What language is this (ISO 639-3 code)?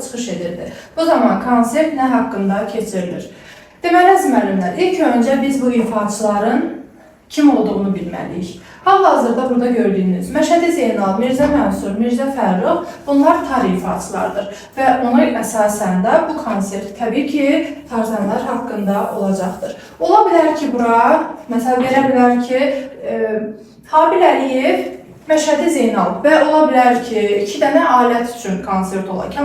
aze